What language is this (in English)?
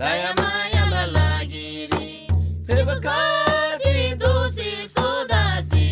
Eastern Tamang